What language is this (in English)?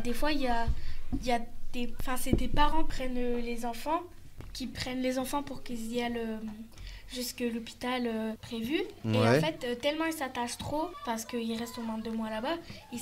French